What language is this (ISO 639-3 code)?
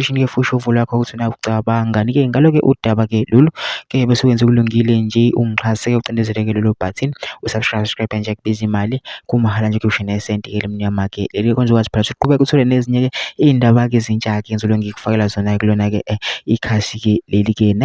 zul